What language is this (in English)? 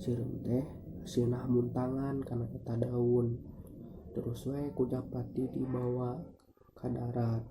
Sundanese